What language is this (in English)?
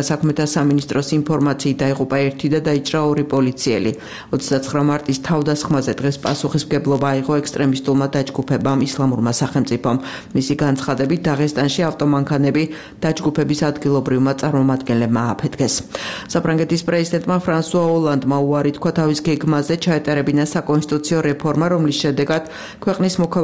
Georgian